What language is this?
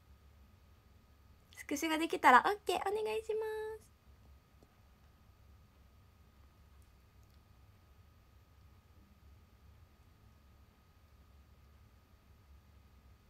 Japanese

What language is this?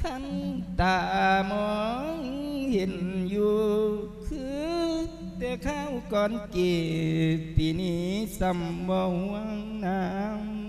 Lao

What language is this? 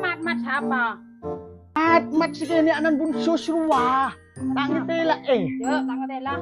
Madurese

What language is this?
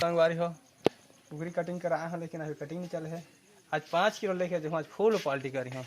Chhattisgarhi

